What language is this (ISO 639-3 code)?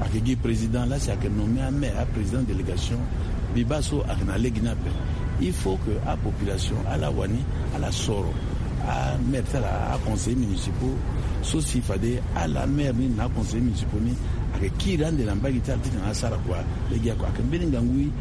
sag